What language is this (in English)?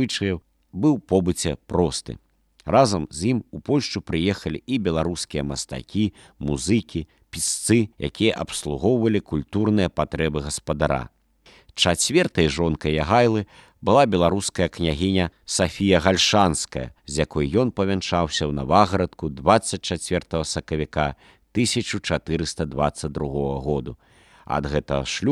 Belarusian